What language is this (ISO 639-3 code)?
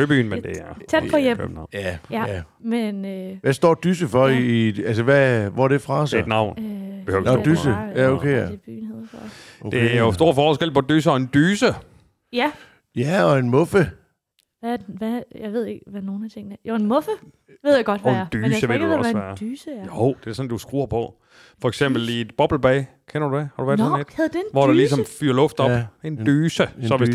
dan